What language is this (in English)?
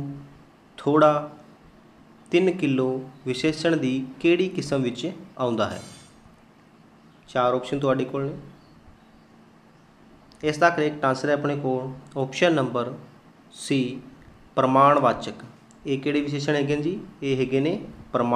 Punjabi